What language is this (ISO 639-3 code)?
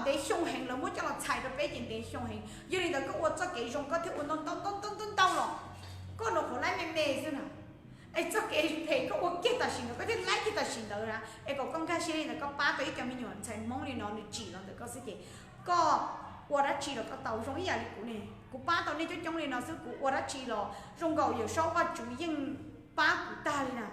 hmn